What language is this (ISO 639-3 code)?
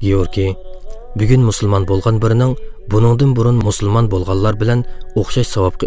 uig